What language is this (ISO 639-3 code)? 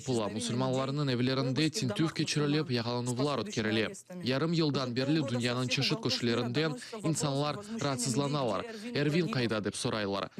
crh